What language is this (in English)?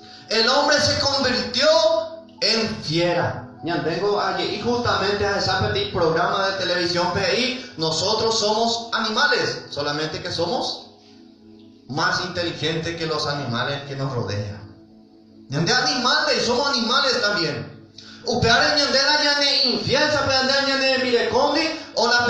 Guarani